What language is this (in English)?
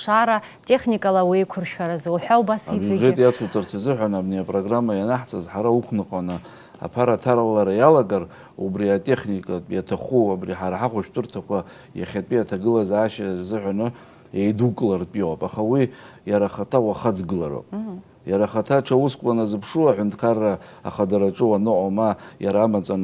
Abkhazian